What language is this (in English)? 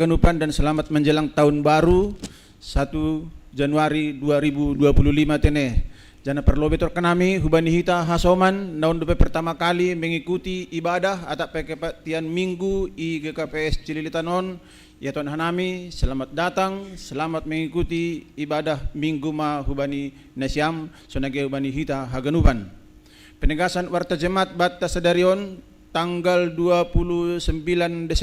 Batak Simalungun